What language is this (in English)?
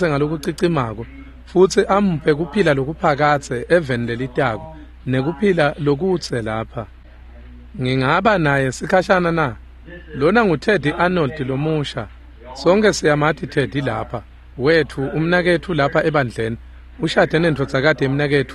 Swati